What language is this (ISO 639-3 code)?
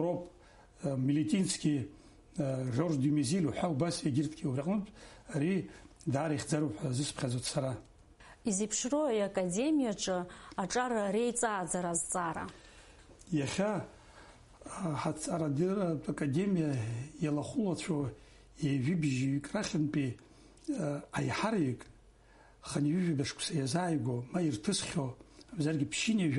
abk